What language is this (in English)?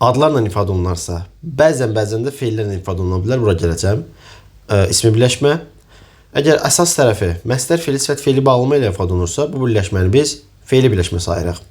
Azerbaijani